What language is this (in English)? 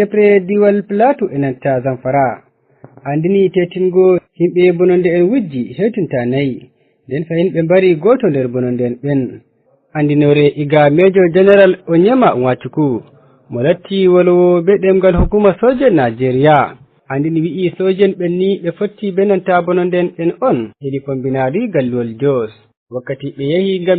Fula